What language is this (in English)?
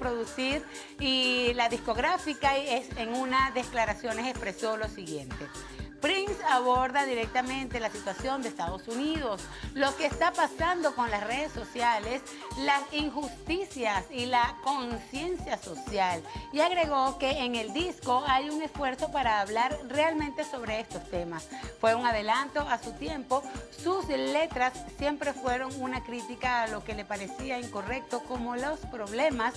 Spanish